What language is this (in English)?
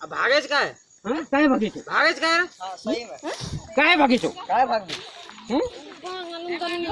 Santali